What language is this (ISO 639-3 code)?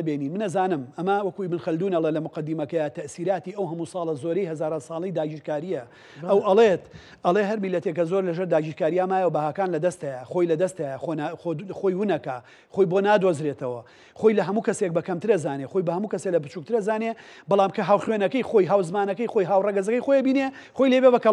ckb